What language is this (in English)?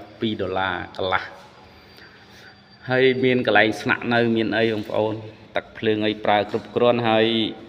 Khmer